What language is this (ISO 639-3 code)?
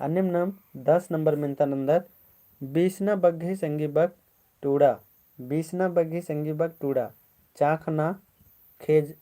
kru